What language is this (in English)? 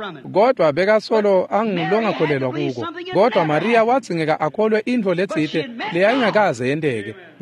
Swati